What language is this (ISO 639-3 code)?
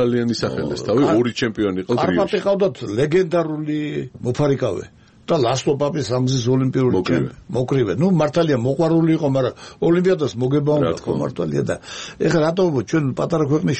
kat